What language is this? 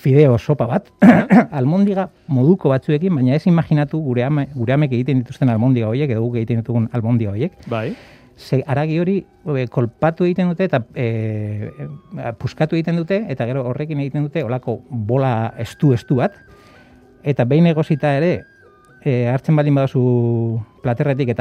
Basque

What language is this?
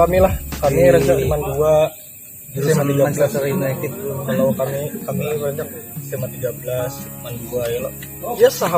Banjar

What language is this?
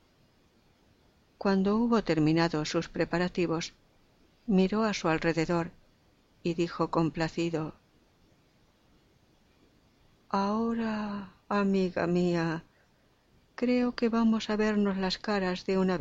Spanish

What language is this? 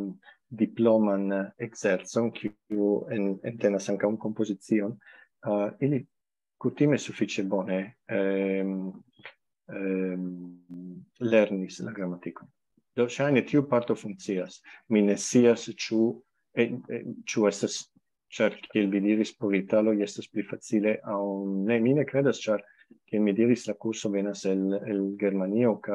Esperanto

